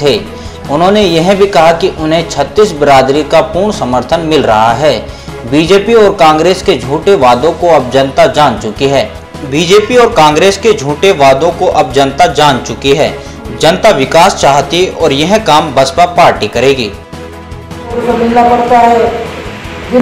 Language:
Hindi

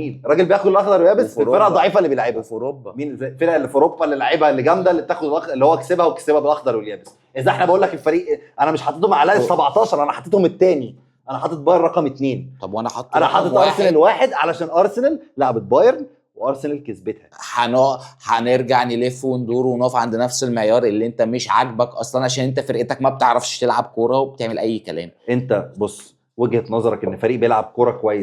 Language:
Egyptian Arabic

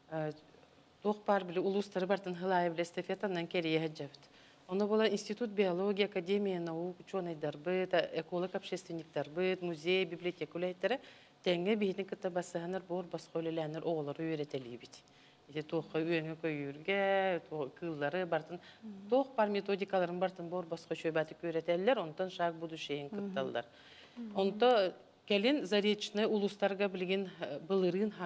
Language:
Yakut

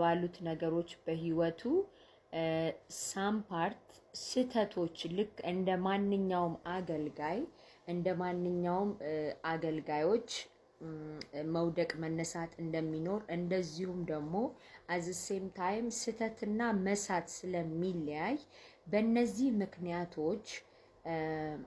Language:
Amharic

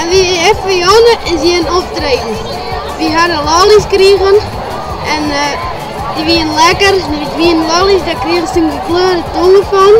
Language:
Western Frisian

